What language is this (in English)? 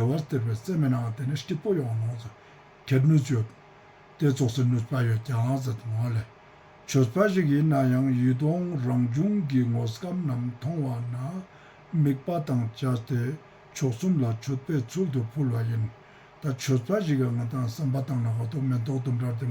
Ladakhi